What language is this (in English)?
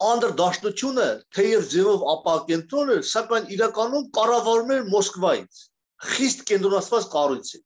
Armenian